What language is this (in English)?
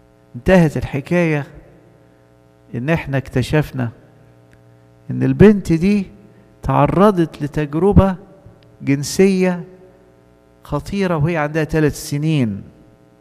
Egyptian Arabic